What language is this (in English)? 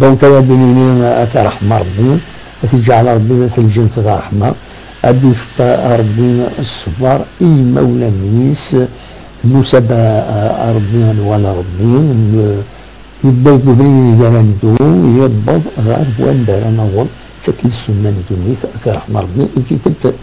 Kabyle